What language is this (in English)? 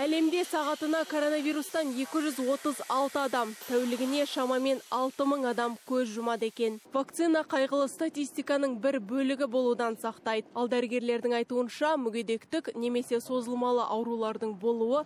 Kazakh